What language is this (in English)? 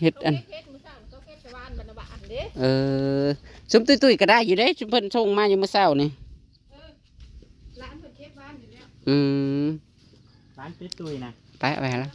Northeastern Thai